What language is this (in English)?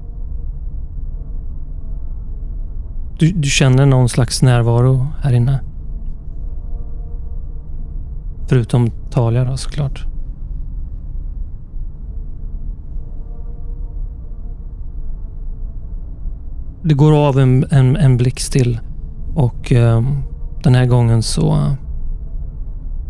Swedish